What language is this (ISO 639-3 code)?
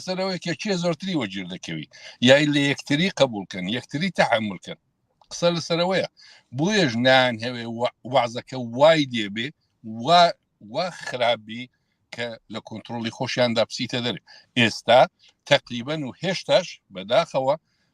ckb